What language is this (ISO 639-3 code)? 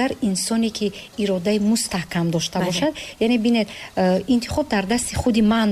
tgk